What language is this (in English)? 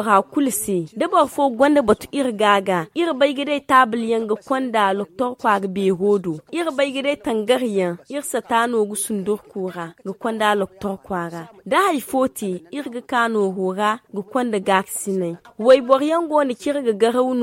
Zarma